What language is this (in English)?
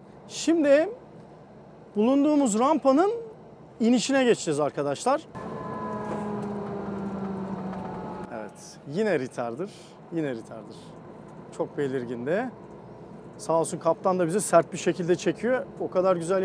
Turkish